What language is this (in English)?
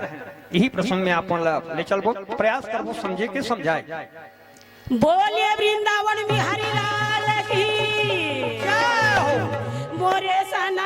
Chhattisgarhi